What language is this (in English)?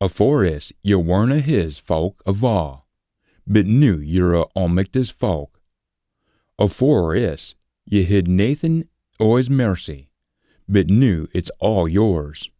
Scots